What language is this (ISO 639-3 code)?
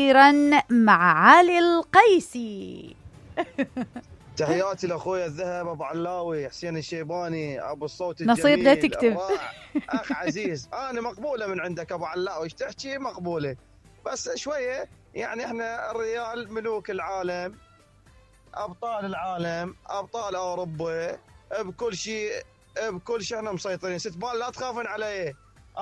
acm